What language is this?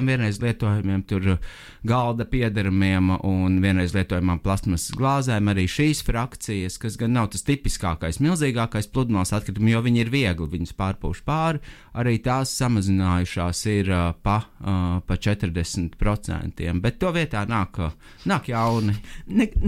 Latvian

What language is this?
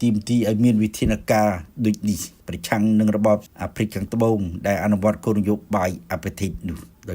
Khmer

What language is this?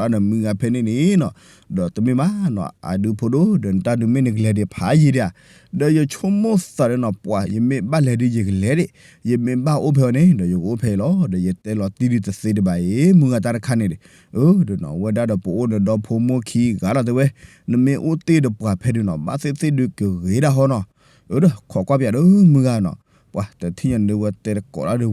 S'gaw Karen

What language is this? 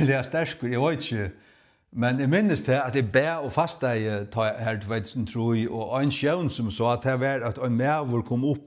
Faroese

